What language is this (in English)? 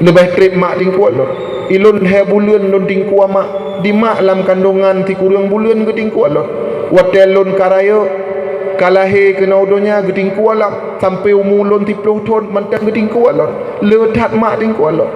Achinese